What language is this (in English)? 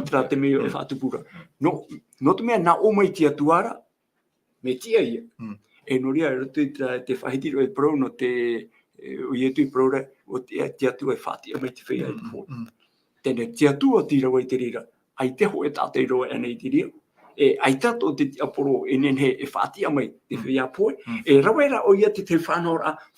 Tahitian